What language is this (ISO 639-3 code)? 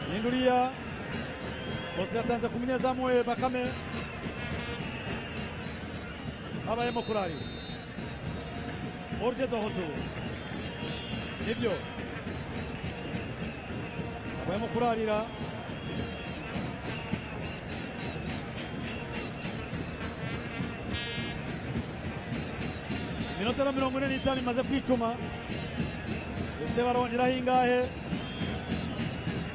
kin